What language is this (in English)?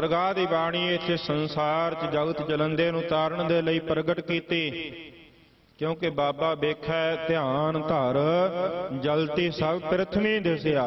Punjabi